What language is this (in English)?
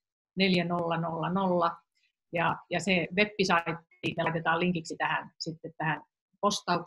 Finnish